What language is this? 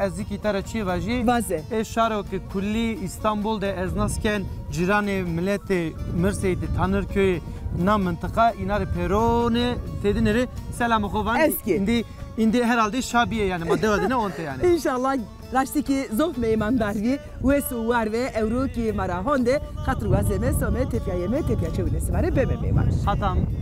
Zaza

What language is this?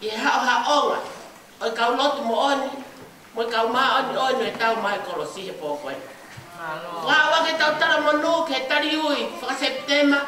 Tongan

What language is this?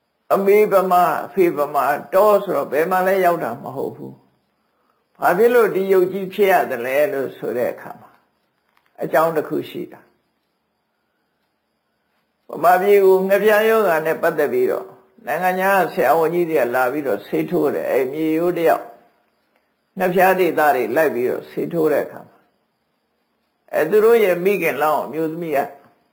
Burmese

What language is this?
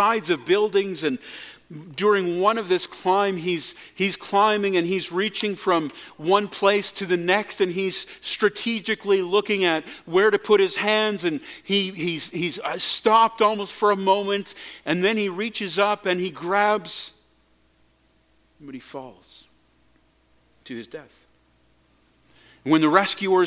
English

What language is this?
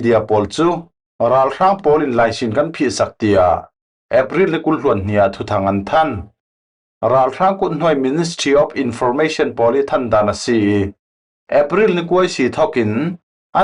Falam Chin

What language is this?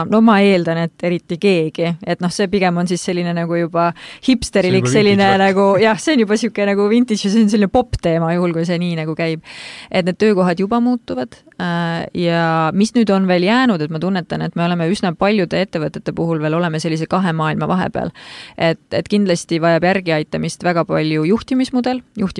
Estonian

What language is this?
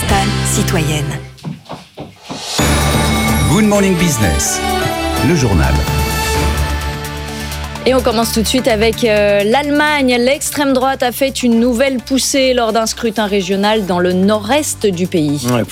French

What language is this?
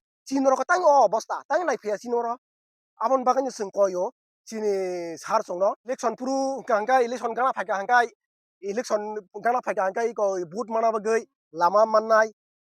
Kok Borok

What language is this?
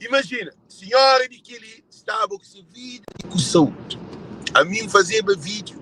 Kabuverdianu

